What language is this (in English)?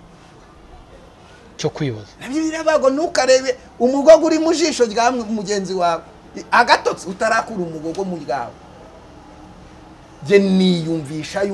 Kinyarwanda